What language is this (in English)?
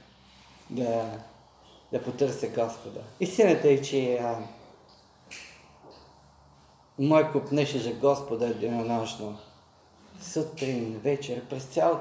Bulgarian